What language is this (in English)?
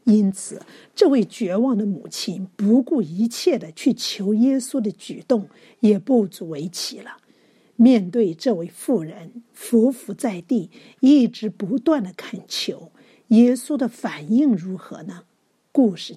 Chinese